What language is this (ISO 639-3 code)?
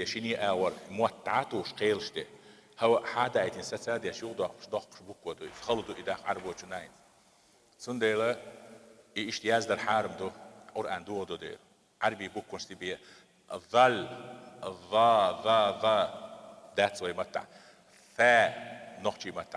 che